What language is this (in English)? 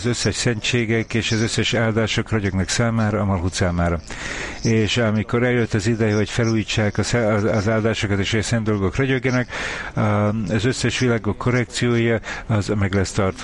Hungarian